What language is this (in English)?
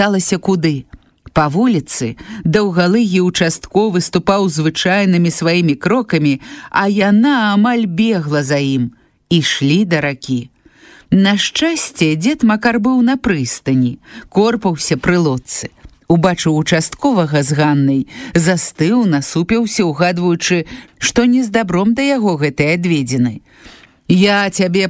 Belarusian